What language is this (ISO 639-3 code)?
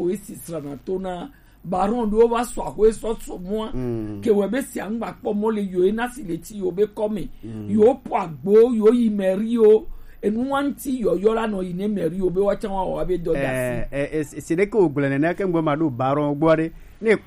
gej